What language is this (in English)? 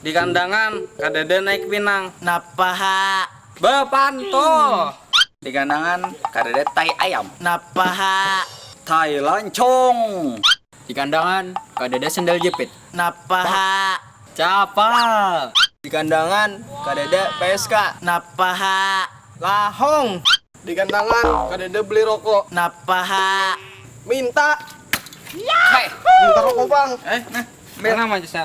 Banjar